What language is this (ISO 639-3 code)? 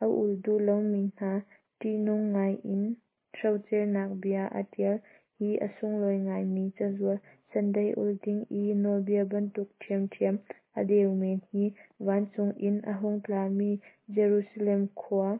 cnh